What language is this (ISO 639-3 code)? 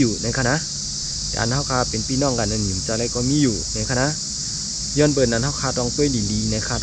shn